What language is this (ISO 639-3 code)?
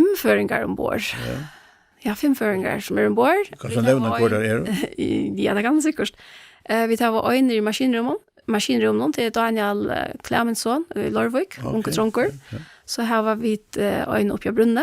fao